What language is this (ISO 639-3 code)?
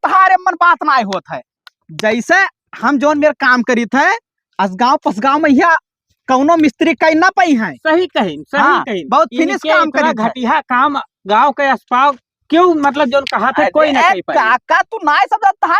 awa